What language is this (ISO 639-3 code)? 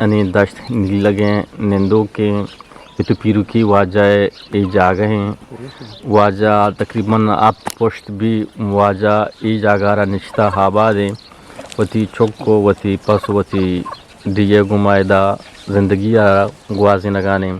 bgp